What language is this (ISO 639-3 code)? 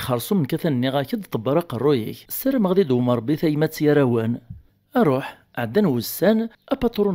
kab